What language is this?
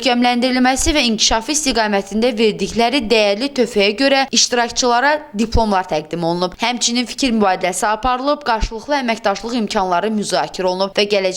Azerbaijani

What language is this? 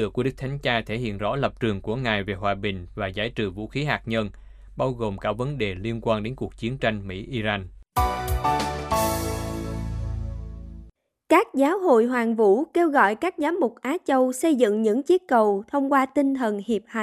Vietnamese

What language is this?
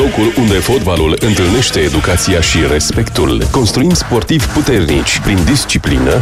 Romanian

